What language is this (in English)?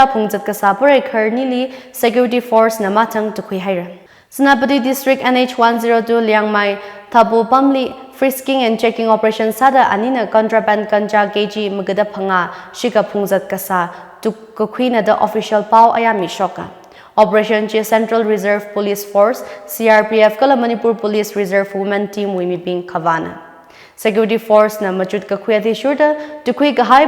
Tangkhul Naga (India)